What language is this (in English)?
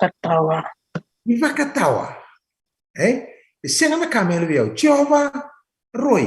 Fijian